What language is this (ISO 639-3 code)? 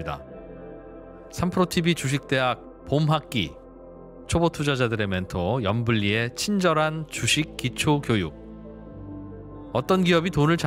kor